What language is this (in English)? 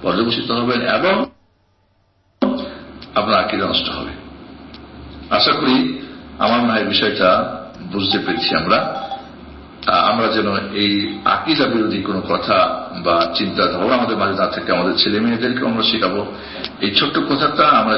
Bangla